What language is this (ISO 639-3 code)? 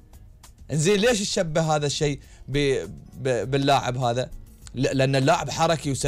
afb